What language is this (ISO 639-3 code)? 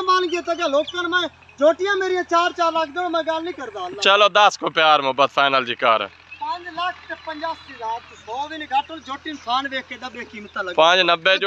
pan